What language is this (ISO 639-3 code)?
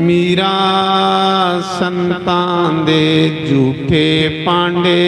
doi